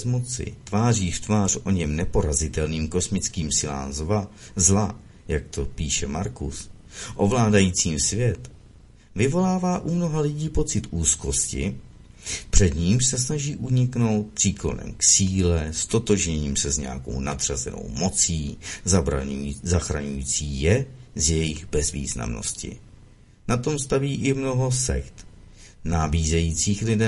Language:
Czech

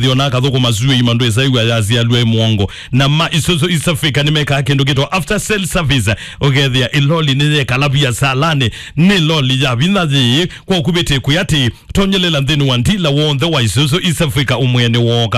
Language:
Kamba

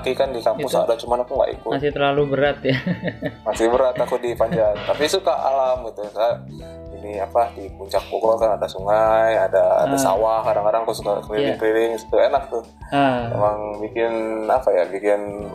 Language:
Indonesian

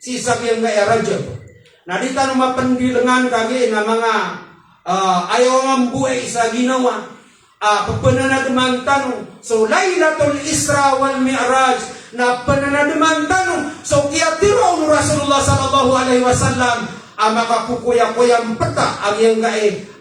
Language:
Maranao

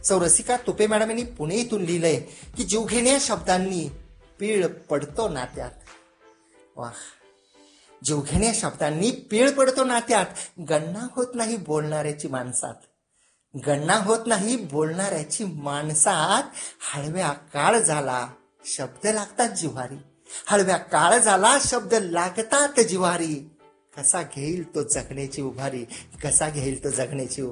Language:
Marathi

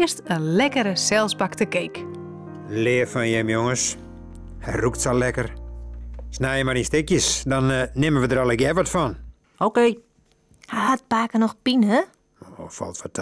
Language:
Western Frisian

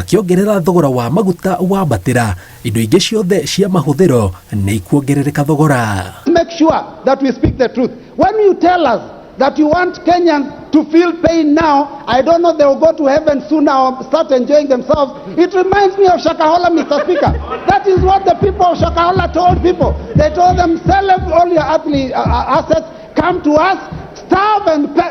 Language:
Kikuyu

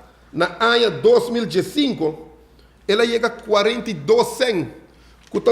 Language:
Papiamento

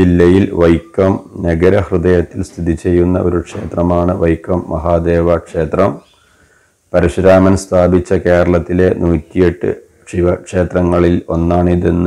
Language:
Malayalam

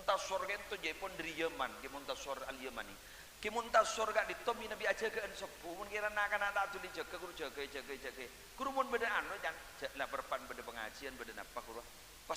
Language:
Madurese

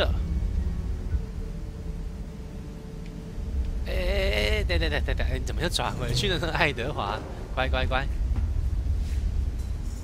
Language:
Chinese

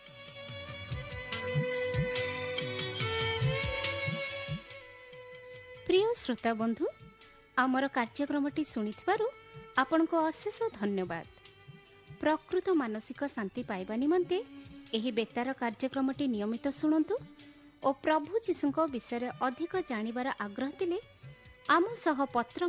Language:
Odia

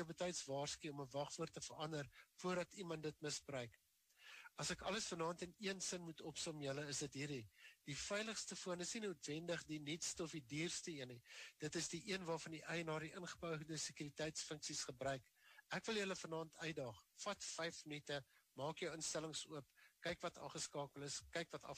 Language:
Afrikaans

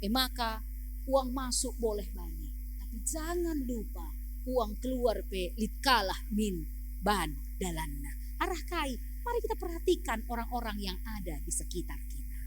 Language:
Batak Karo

